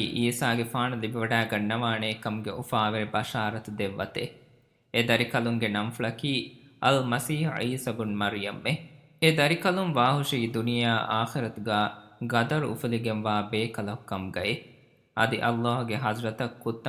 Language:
Divehi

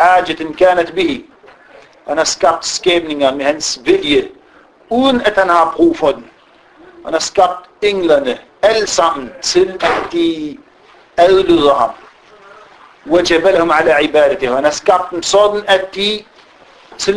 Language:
Danish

